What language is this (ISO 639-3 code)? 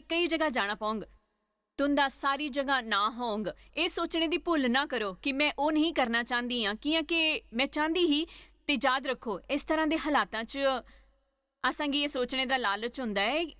doi